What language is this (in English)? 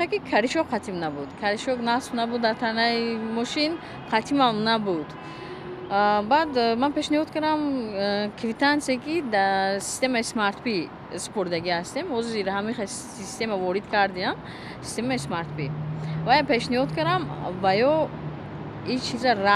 Tajik